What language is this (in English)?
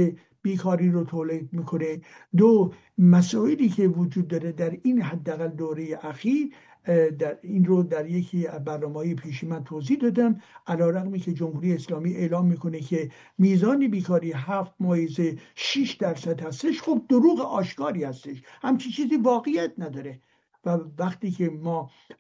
Persian